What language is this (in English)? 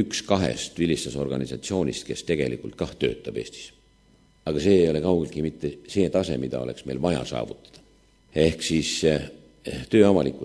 Estonian